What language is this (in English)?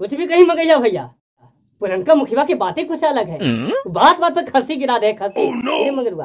Magahi